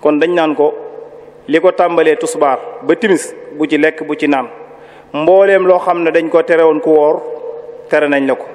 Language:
Wolof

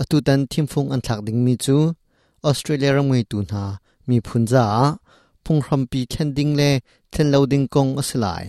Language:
Hakha Chin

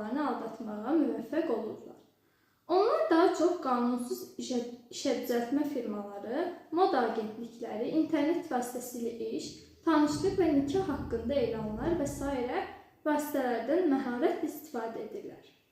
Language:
Azerbaijani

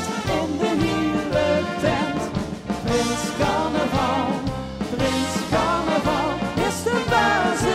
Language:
Limburgish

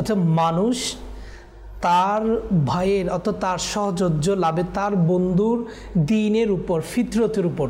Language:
Bangla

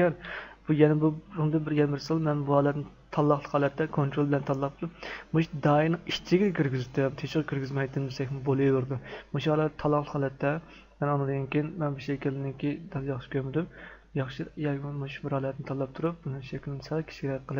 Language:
Uyghur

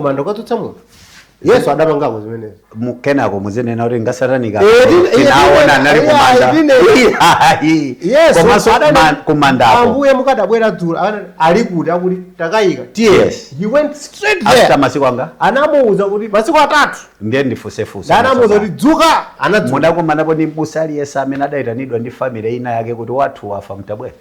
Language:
Nyanja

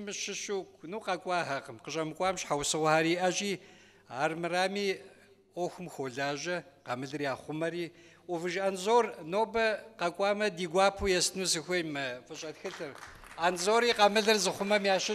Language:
Kabardian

